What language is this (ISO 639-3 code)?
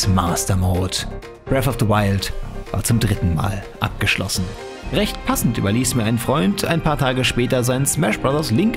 deu